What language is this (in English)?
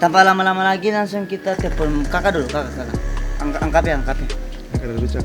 Ambonese Malay